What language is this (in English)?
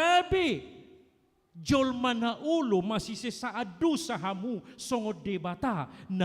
Batak Toba